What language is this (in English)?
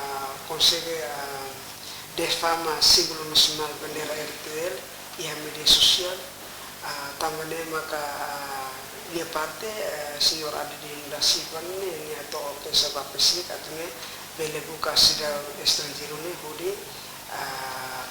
Tetum